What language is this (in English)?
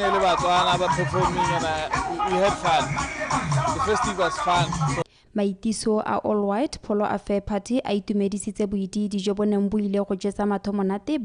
Tswana